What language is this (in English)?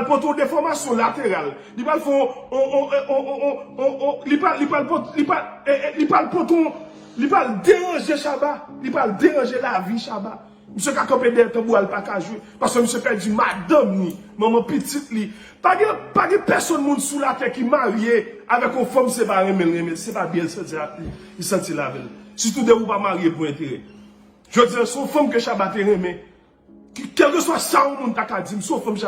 Haitian Creole